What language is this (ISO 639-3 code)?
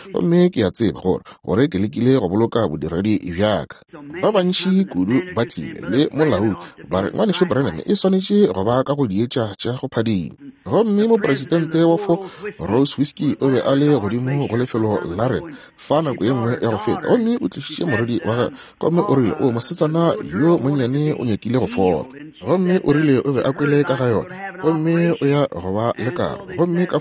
nso